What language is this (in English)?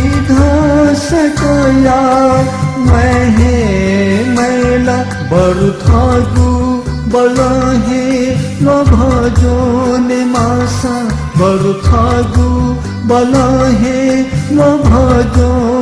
Newari